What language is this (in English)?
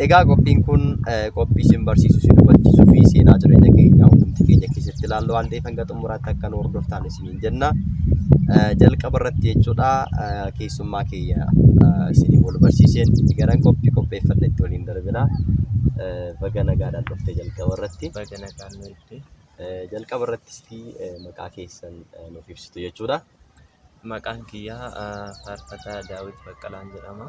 Oromo